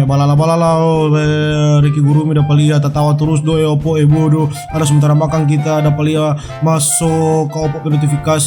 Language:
Manado Malay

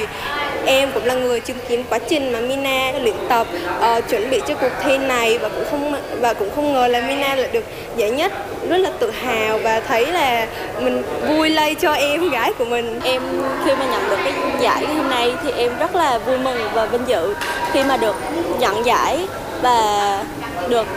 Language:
Vietnamese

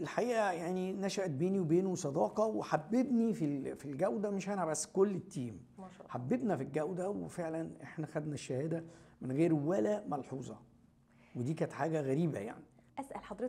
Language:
Egyptian Arabic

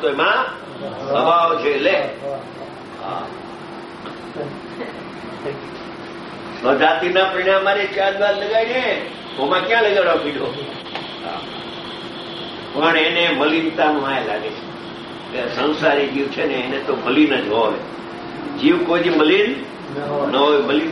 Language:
Gujarati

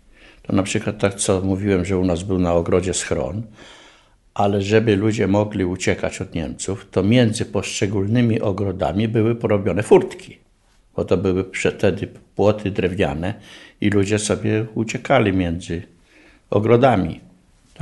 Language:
Polish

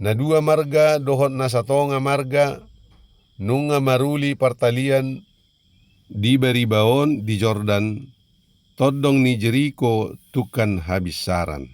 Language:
Batak Toba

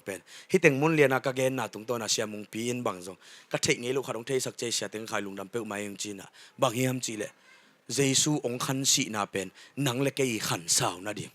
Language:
Tedim Chin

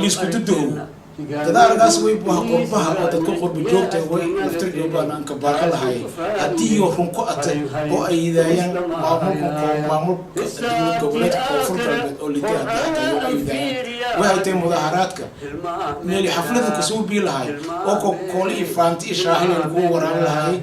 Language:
Somali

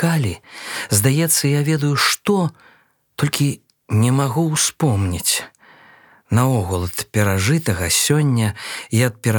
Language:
Belarusian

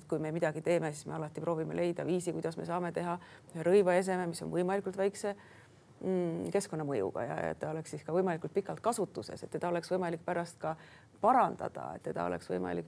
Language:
Estonian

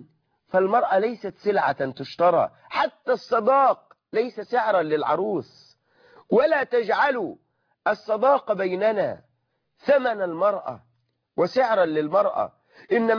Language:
Arabic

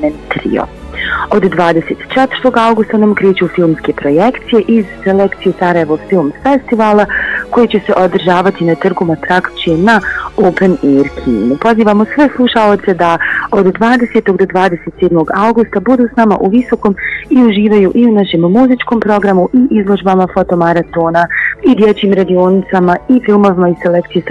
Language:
Bosnian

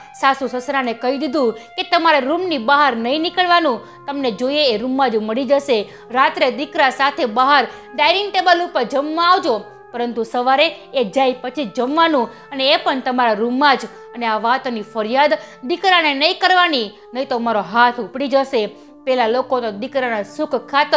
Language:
Gujarati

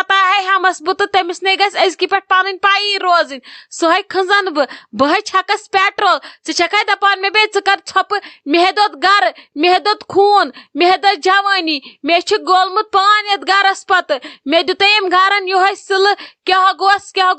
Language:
Kashmiri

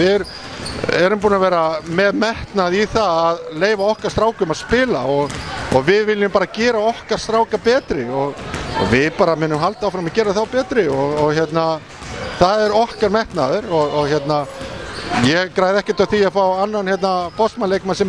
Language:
Icelandic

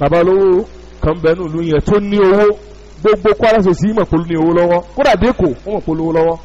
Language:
Yoruba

